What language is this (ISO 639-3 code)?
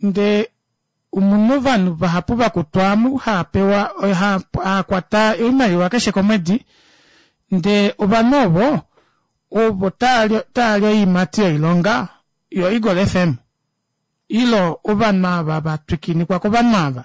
kua